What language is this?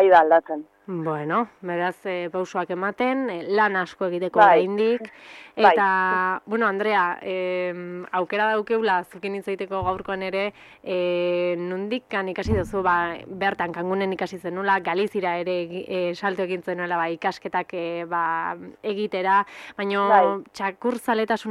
Basque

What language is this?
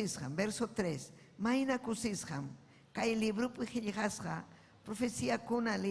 Ayacucho Quechua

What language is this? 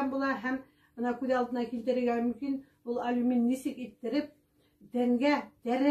Bashkir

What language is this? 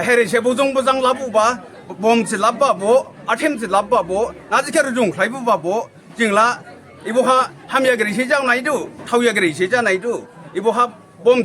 Dimasa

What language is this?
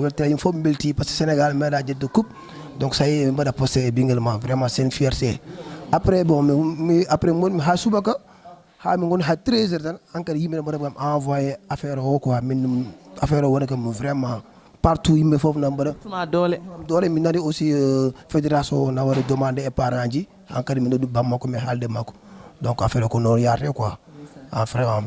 Fula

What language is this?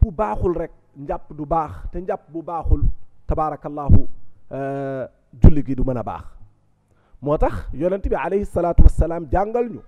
Wolof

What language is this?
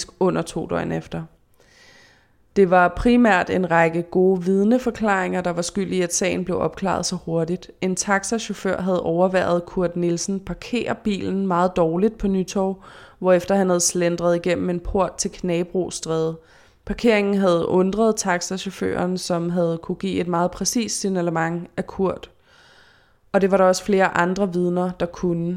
Danish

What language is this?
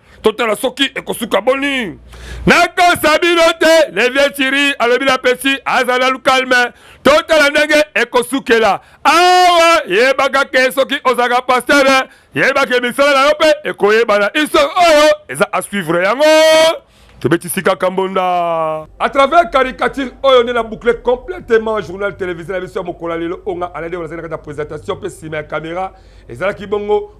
Lingala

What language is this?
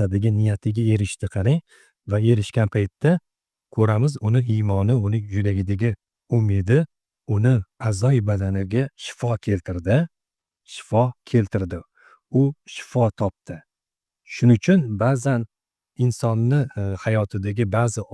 Uzbek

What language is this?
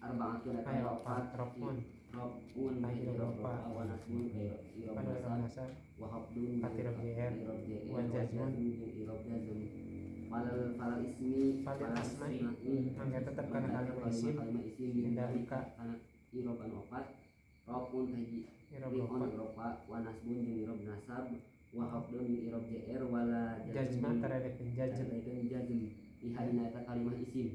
Sundanese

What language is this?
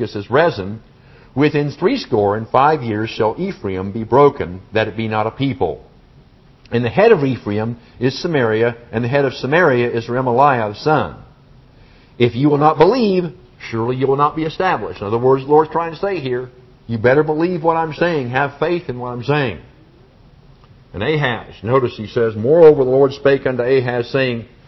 English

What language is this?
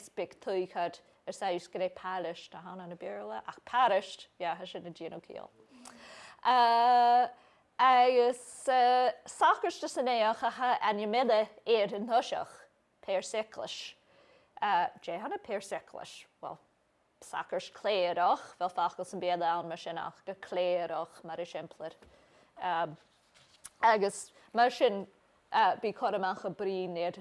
Scottish Gaelic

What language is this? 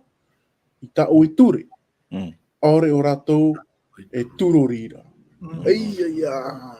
Tahitian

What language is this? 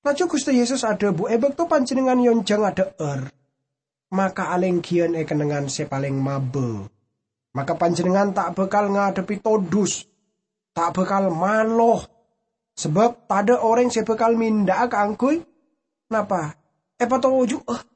Madurese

